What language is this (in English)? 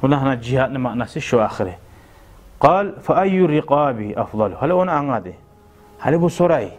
Kumyk